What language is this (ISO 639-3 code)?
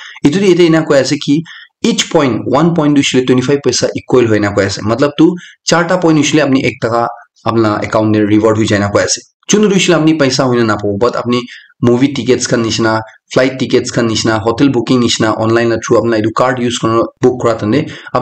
nag